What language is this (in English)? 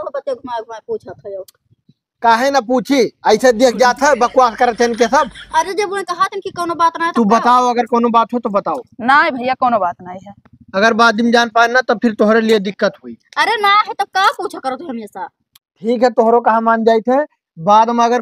Awadhi